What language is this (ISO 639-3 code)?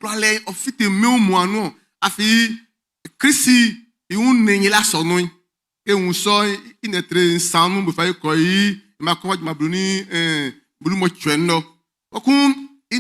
bci